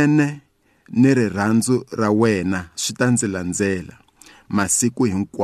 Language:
Tsonga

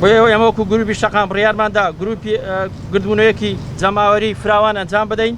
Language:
Central Kurdish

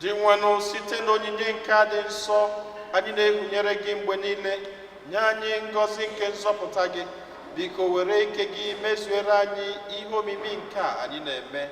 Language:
Igbo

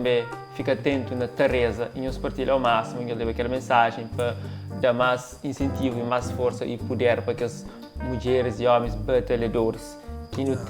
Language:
Kabuverdianu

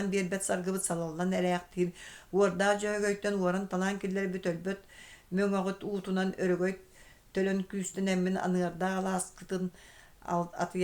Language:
Yakut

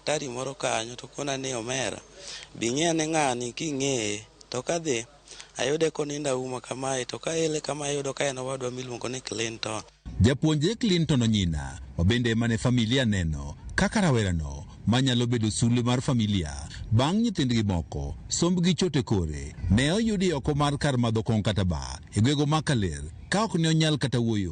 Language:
Luo (Kenya and Tanzania)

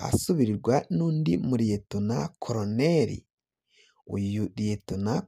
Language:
Rundi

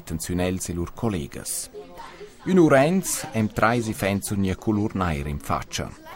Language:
Romansh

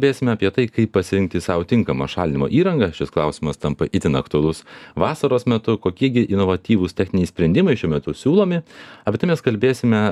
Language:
Lithuanian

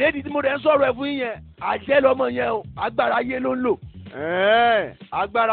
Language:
Yoruba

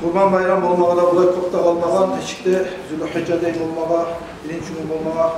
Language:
Kumyk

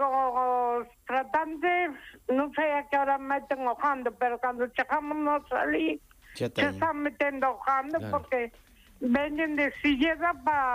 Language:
Galician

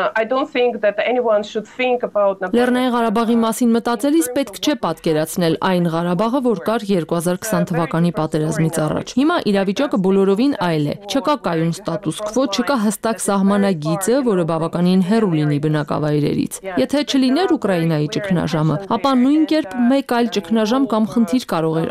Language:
Armenian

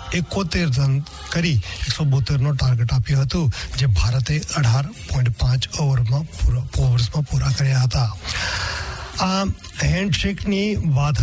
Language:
Gujarati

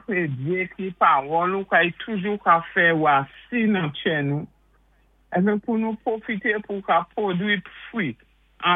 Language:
Saint Lucian Creole French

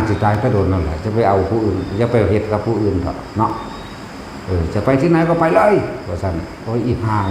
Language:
Northeastern Thai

